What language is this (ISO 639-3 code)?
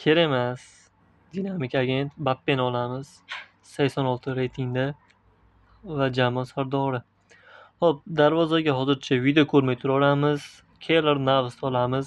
uzb